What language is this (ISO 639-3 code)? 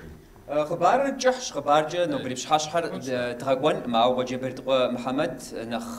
kbd